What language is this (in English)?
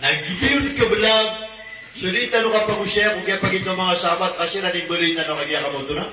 Maranao